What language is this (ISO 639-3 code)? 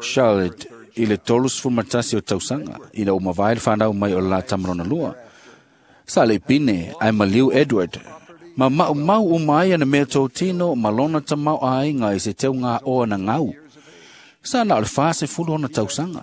smo